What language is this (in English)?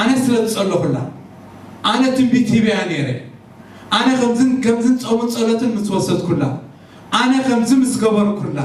Tigrinya